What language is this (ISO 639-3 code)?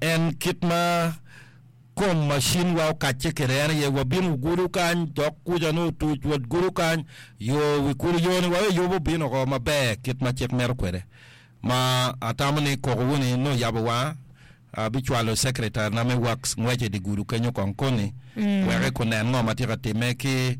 ach